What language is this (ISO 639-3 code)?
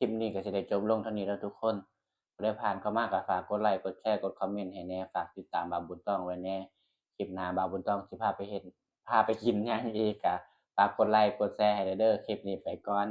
tts